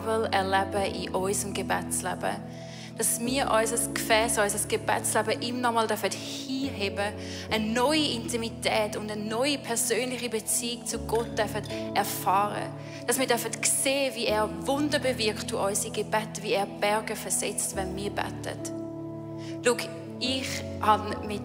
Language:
Swiss German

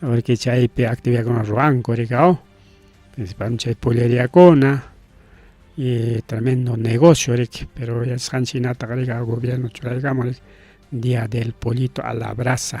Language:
Ayacucho Quechua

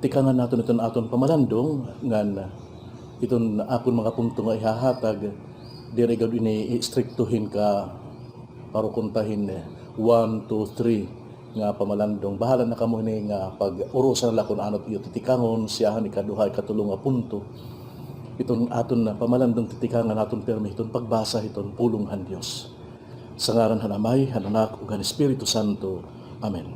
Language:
Waray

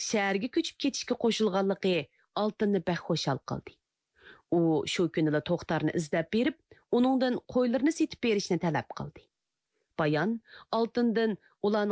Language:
Uyghur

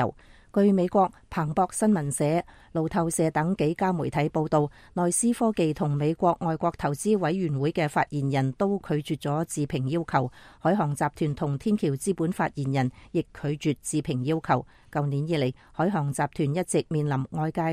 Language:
Cantonese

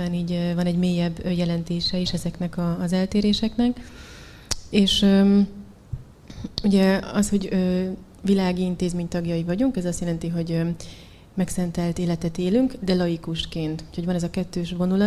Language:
Hungarian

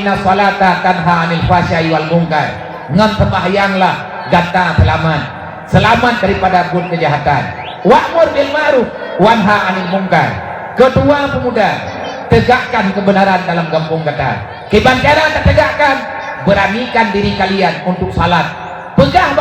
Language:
Achinese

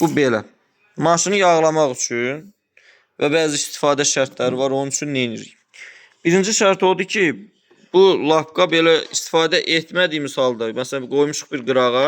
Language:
Azerbaijani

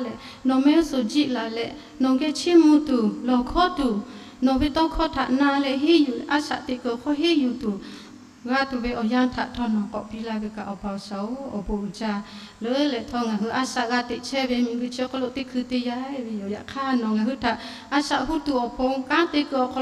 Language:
Lahu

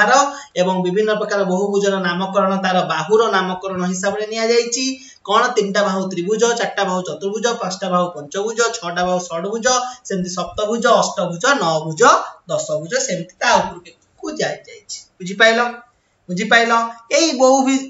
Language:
Odia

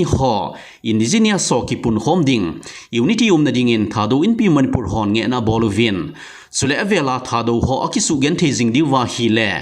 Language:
Thado Chin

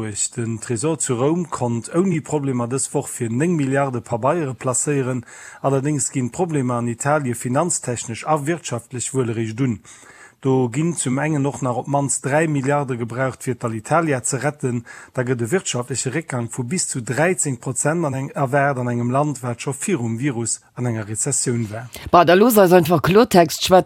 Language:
Luxembourgish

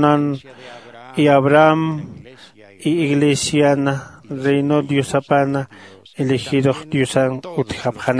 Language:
Aymara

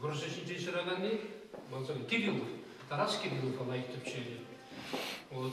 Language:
Chuvash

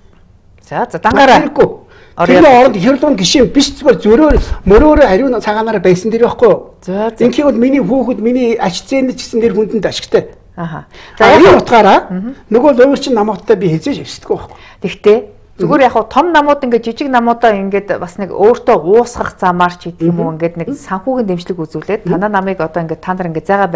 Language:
Mongolian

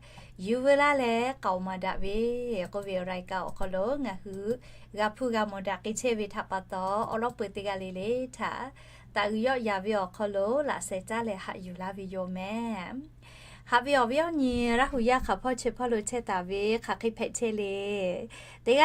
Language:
Lahu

